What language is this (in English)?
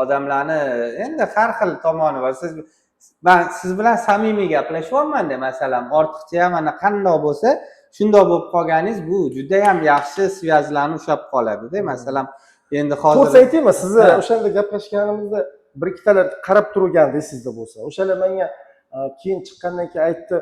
Uzbek